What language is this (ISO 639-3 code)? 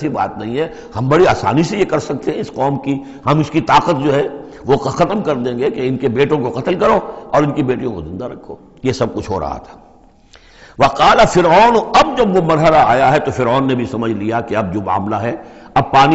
urd